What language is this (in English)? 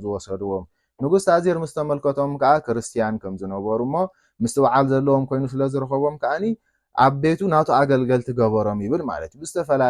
Tigrinya